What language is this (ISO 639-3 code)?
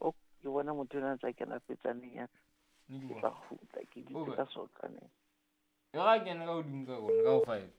sot